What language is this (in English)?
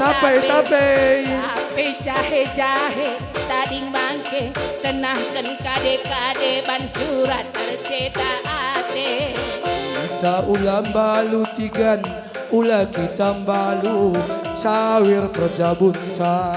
Batak Karo